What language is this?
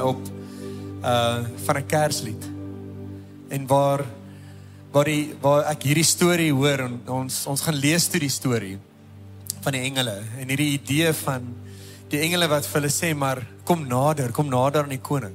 Afrikaans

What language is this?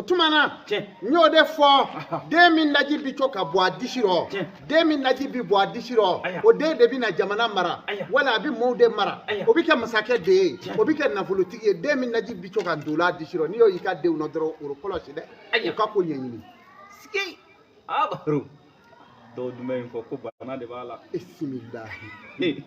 Bambara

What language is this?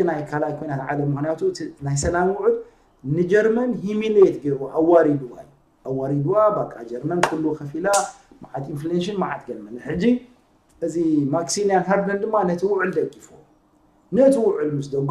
Tigrinya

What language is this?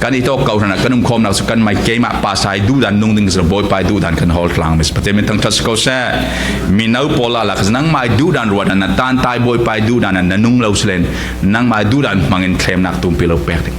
Falam Chin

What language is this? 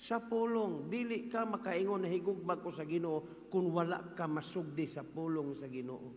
Cebuano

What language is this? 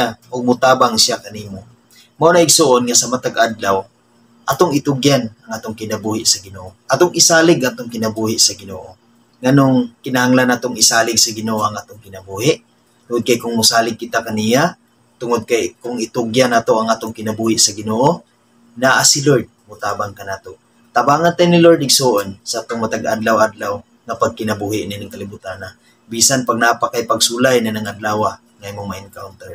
Cebuano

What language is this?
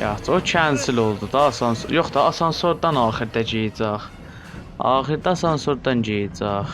South Azerbaijani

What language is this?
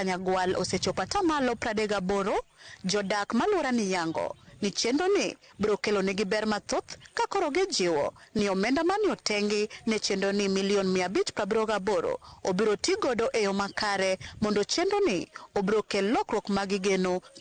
Luo (Kenya and Tanzania)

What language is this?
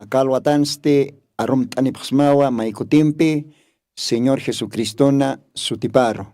Aymara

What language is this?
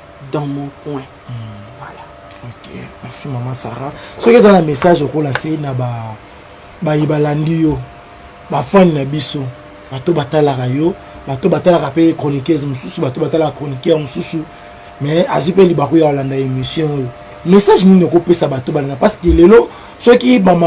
Lingala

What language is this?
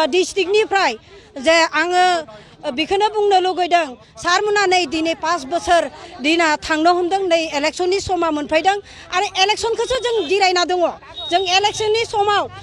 Bodo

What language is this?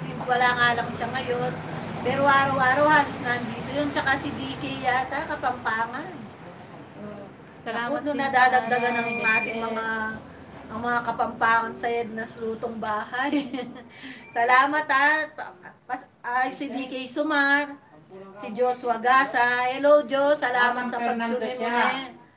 Filipino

